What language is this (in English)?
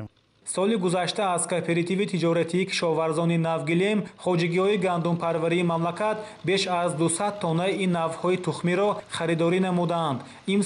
Tajik